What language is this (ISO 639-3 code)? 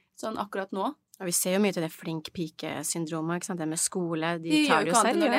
nor